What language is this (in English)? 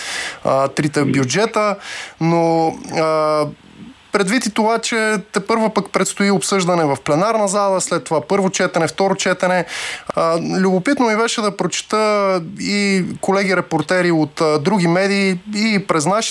Bulgarian